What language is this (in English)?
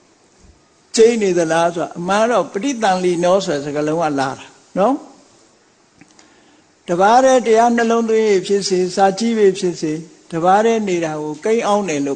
Burmese